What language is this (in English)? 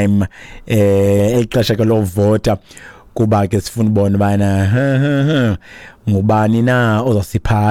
Xhosa